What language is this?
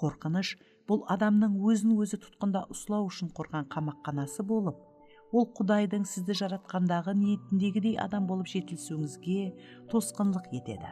Kara-Kalpak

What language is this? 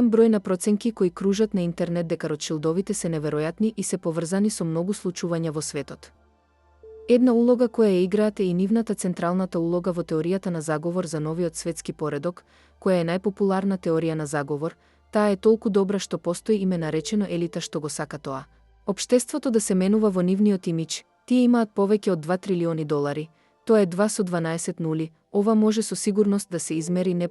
Macedonian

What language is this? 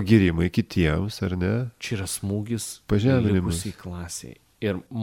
Lithuanian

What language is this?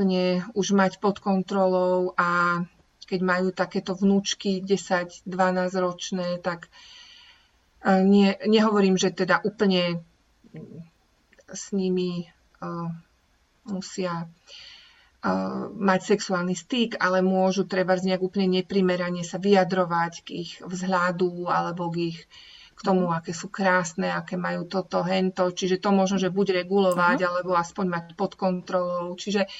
Slovak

